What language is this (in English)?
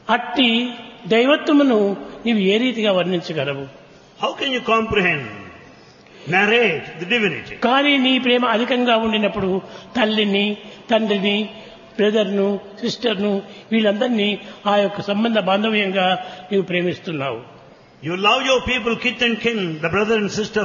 Telugu